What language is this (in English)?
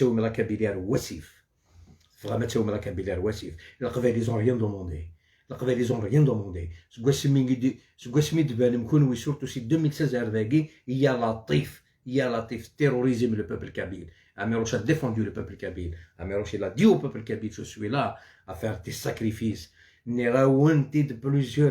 Algerian Arabic